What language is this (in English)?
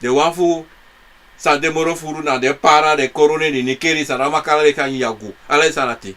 Sranan Tongo